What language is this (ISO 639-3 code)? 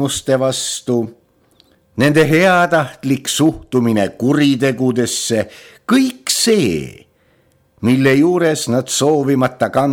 est